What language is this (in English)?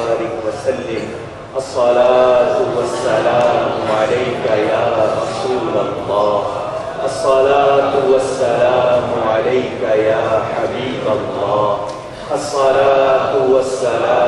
Urdu